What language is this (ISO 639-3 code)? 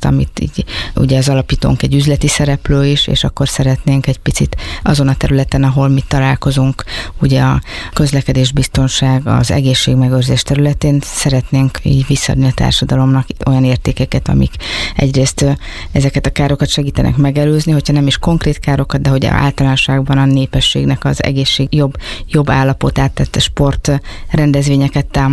hun